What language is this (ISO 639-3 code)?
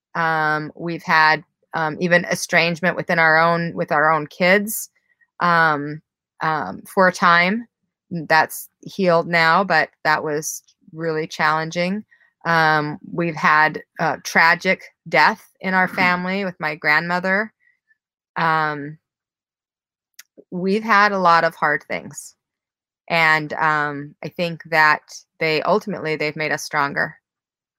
eng